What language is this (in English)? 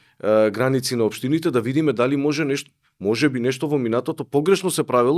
Macedonian